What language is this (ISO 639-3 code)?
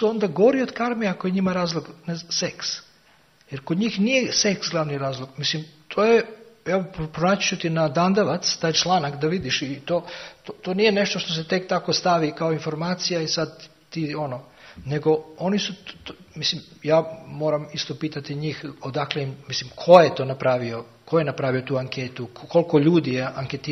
srp